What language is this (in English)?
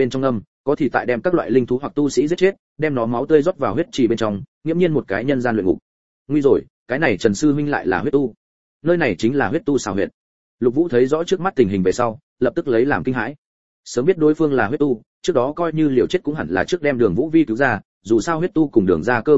Vietnamese